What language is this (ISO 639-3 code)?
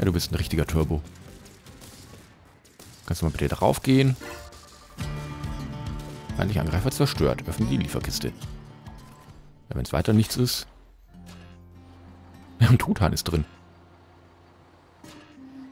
deu